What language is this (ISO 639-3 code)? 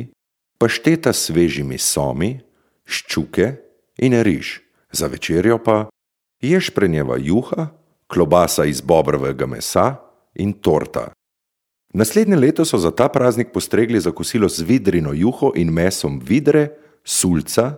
slv